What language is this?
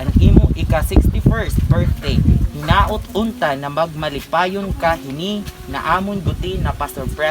Waray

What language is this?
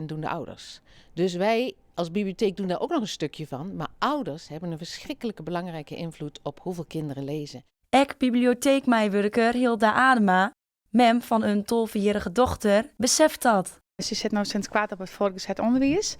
Western Frisian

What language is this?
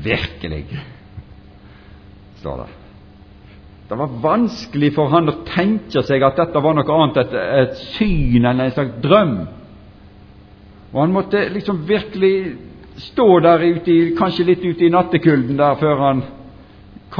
Norwegian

